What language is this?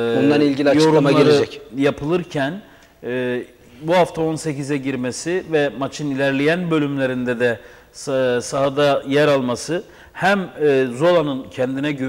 Turkish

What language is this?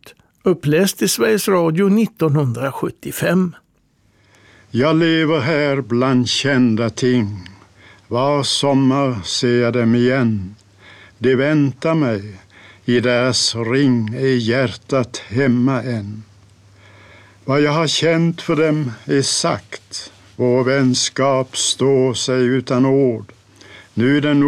Swedish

